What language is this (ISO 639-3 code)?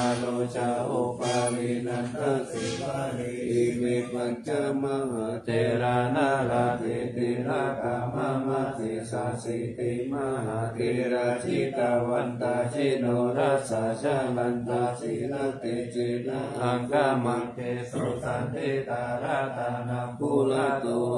pli